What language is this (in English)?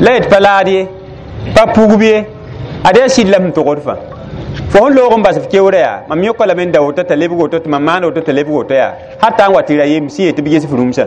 Mossi